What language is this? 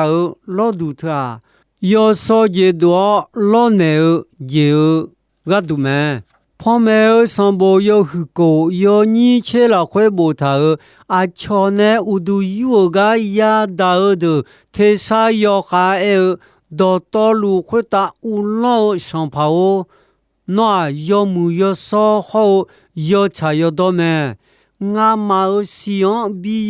Akha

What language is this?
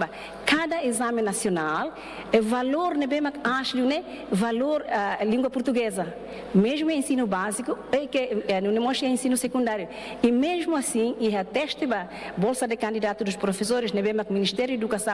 Tetum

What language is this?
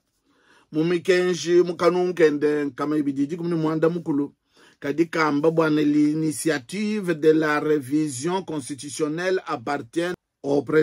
Luba-Lulua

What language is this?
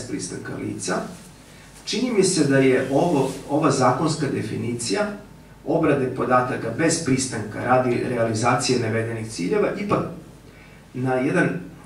Serbian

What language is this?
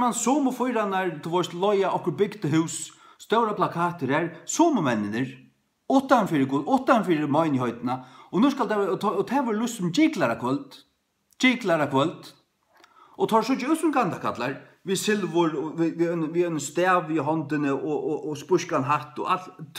Faroese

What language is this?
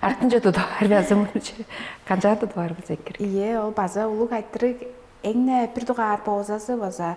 Tuvinian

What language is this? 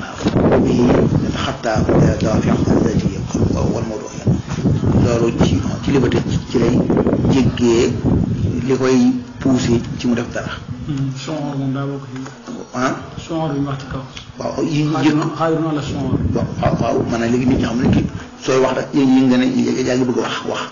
Wolof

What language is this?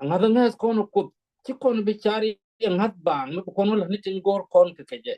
Nuer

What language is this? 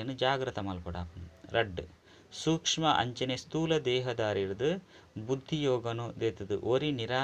Tulu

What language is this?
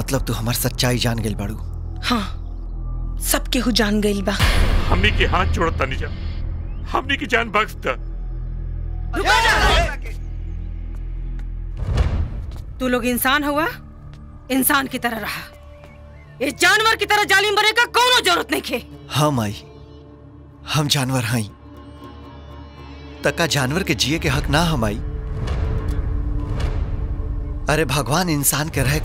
Bhojpuri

